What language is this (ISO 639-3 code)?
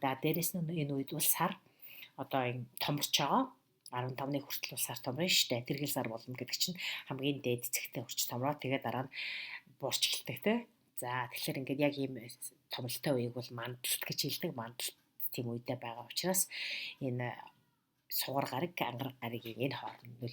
mon